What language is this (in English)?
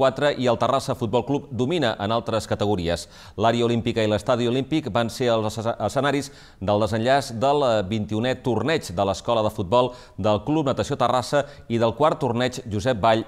Catalan